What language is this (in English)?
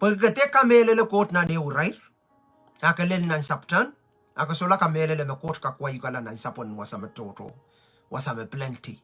Pohnpeian